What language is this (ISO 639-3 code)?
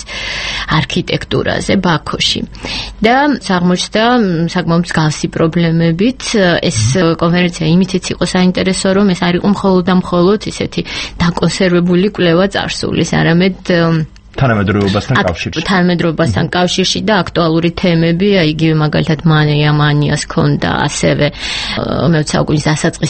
kat